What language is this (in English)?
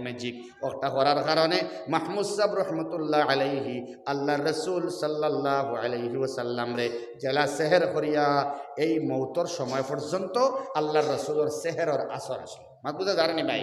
Sylheti